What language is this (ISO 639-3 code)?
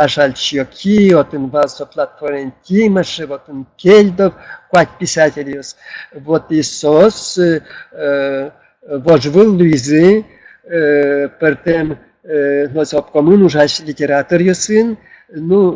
udm